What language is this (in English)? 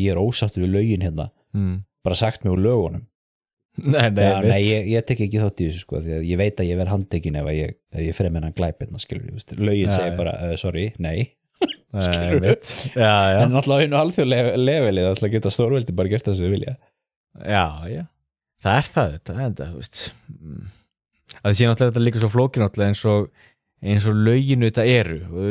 Icelandic